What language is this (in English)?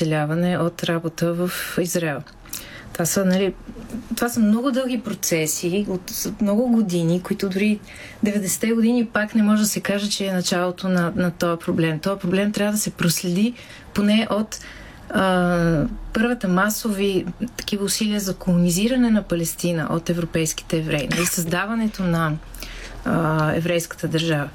Bulgarian